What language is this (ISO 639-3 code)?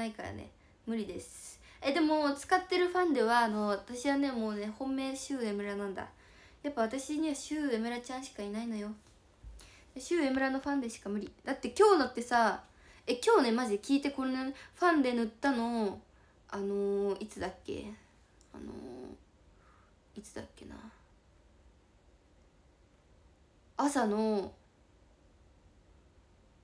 jpn